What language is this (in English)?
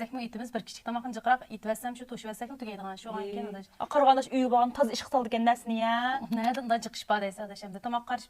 Uyghur